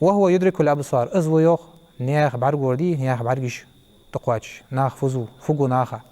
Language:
Ingush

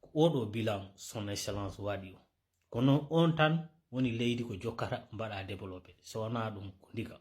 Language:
Fula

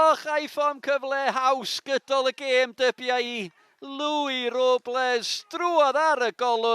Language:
Welsh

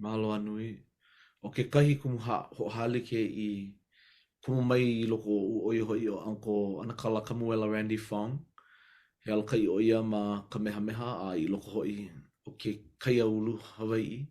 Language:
Hawaiian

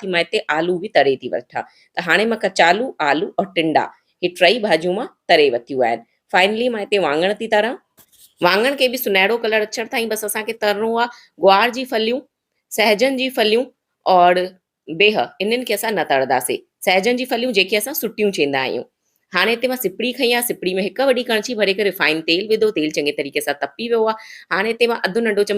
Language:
Sindhi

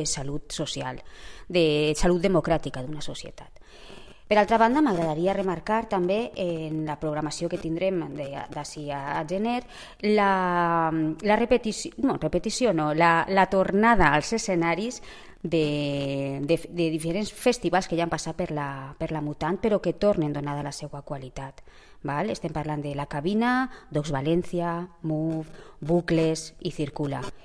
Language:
Catalan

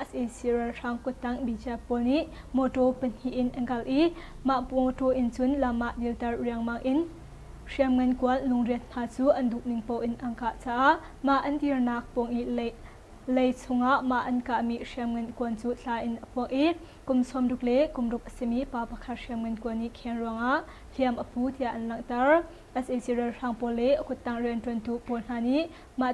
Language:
Hakha Chin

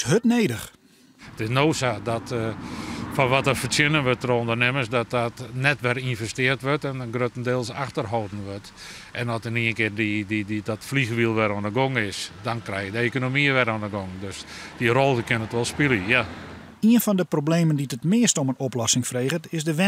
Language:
Western Frisian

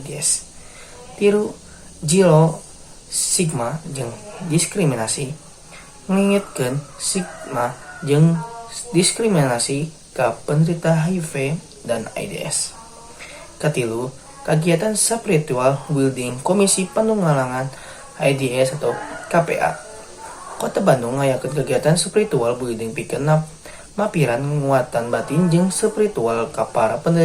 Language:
Sundanese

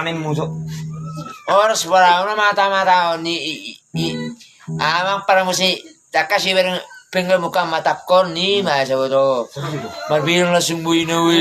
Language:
Batak Toba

